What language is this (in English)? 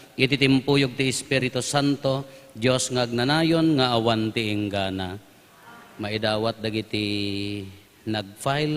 Iloko